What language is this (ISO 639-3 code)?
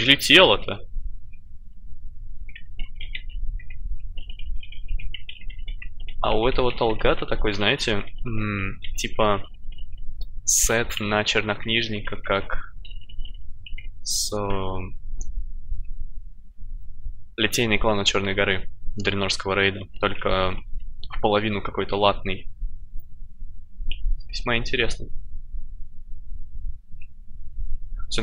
rus